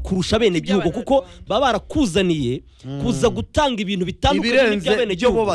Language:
Kinyarwanda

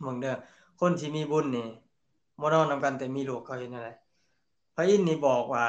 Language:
Lao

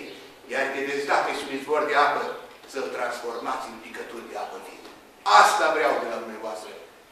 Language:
Romanian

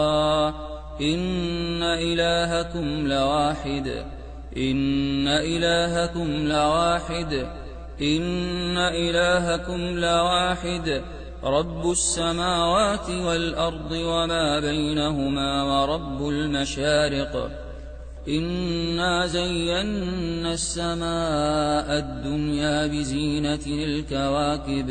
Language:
Arabic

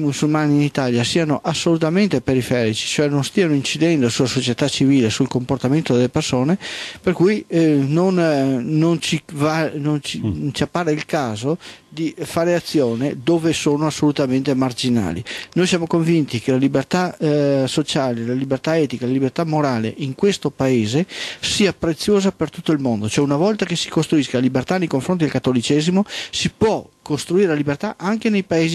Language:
Italian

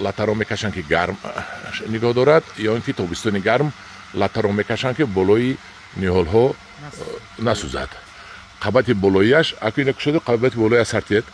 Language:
Tajik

